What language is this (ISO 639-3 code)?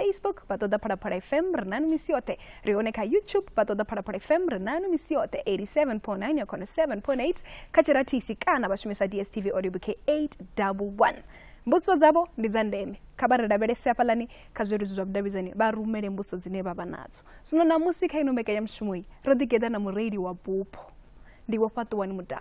ven